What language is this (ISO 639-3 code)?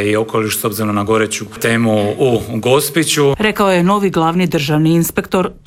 hrv